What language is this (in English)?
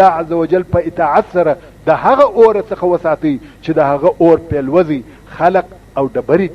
Pashto